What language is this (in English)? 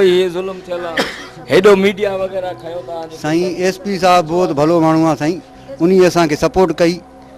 Sindhi